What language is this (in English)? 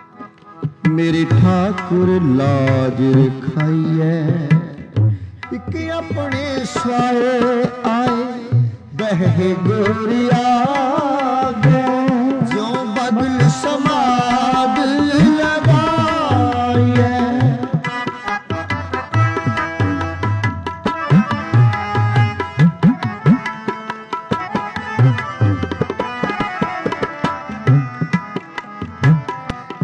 Punjabi